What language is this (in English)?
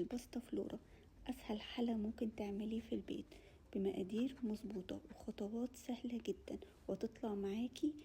Egyptian Arabic